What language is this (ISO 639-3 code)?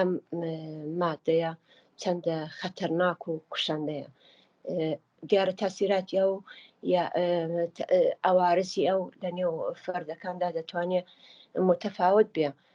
ckb